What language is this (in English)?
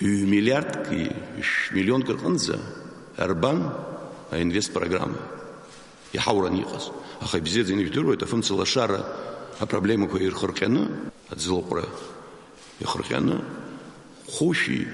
Abkhazian